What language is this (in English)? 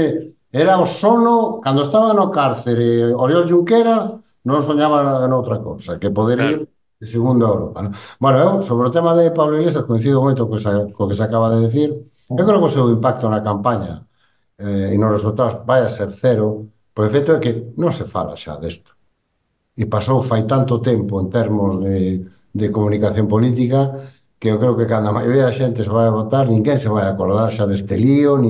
Galician